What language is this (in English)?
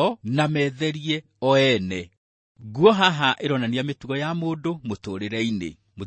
Kikuyu